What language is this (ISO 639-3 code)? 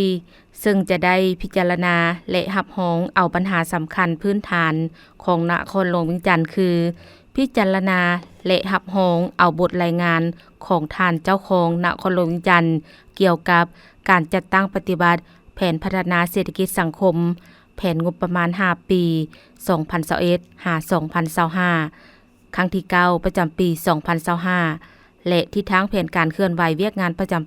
lao